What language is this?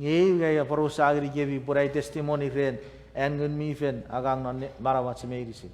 Chuukese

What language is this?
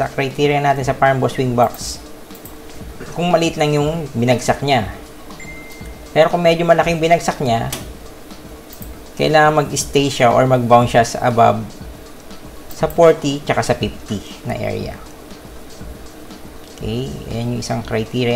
Filipino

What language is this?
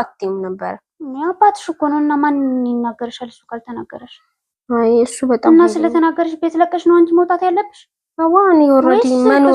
Amharic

